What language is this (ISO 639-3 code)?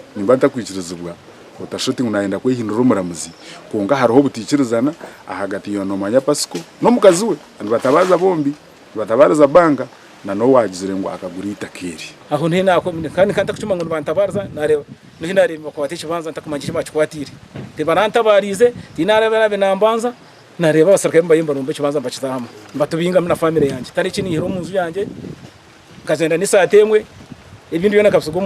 nyn